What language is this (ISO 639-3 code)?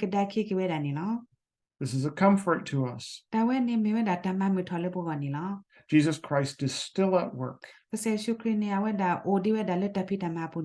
ksw